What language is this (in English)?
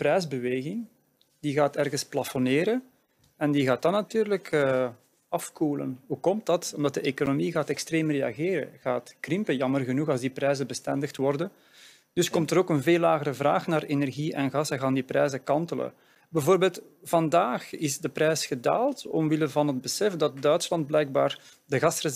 Dutch